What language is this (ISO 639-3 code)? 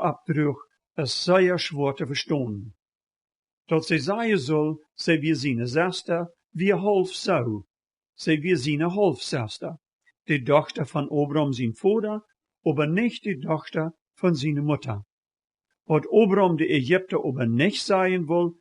pdt